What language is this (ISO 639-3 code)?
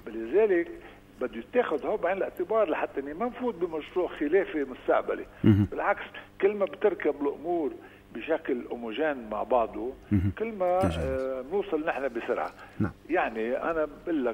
apc